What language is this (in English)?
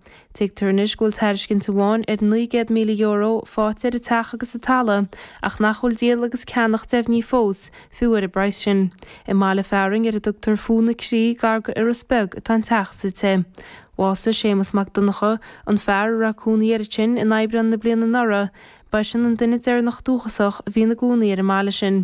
Irish